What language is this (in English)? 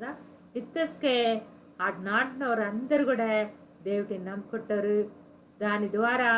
Koya